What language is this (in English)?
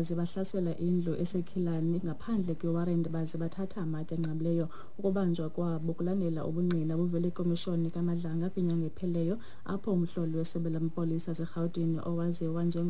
Xhosa